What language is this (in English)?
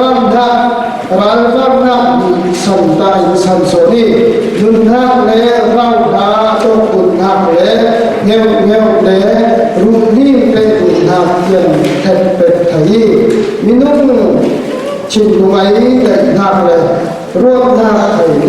Falam Chin